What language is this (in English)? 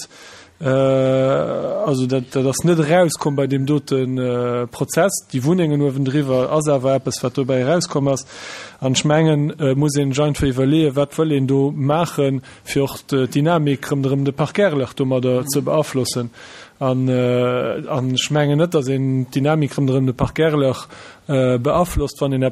Luxembourgish